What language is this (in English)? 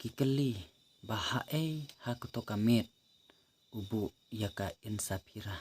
Khasi